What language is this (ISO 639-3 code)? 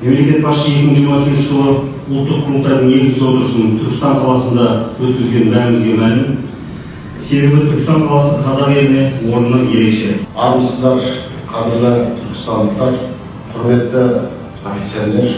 kaz